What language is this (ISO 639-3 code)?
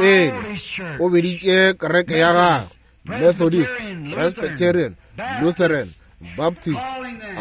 nso